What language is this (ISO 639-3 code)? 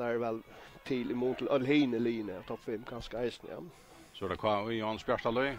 fao